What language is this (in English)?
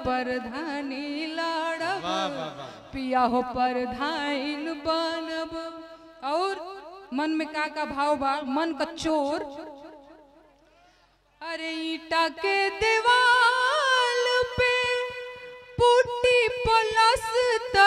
Bhojpuri